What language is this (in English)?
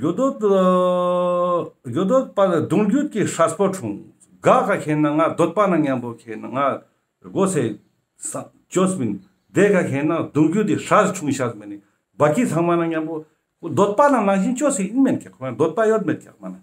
Ladakhi